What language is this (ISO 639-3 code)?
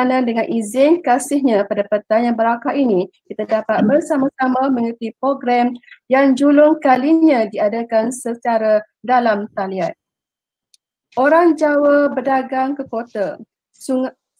msa